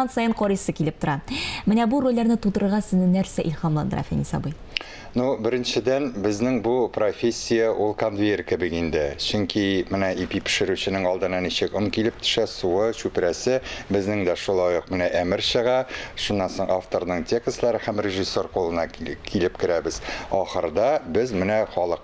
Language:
Tatar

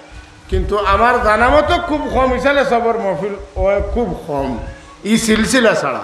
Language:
Sylheti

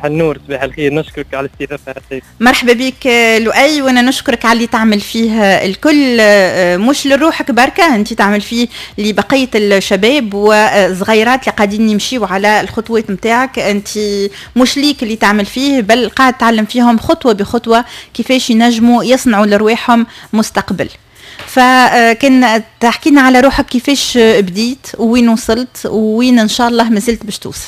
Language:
Tunisian Arabic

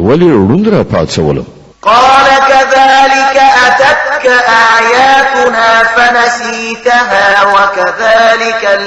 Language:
Pashto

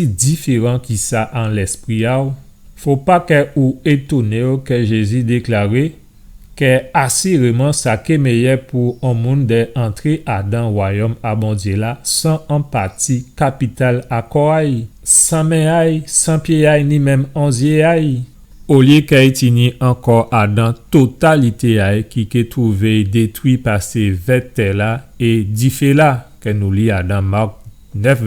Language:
Guadeloupean Creole French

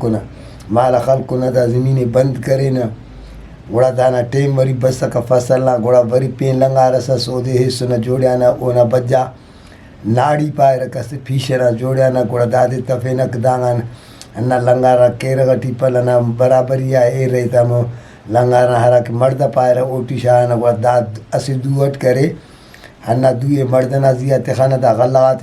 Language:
Brahui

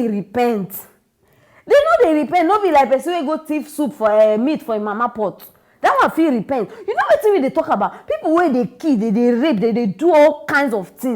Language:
Nigerian Pidgin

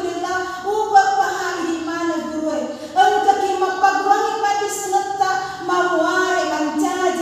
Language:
Buginese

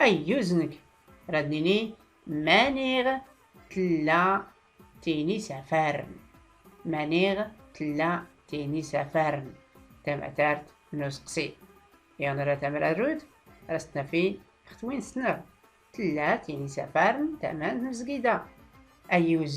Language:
Tachelhit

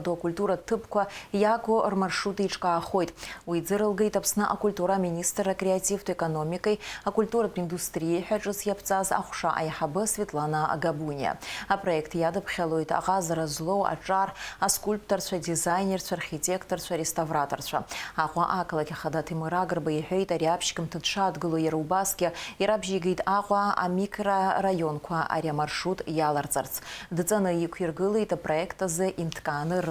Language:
Abkhazian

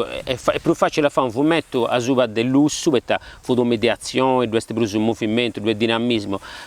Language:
Sardinian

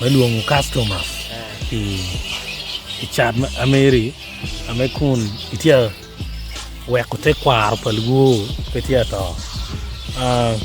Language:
Acoli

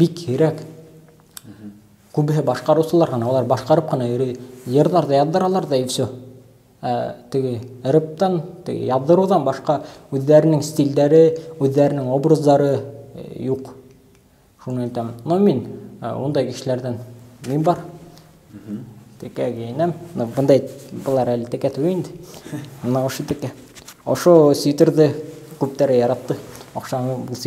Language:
Bashkir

